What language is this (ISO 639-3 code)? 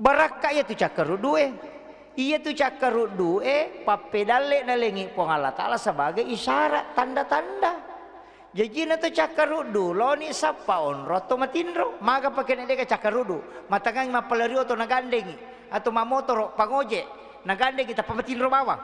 bug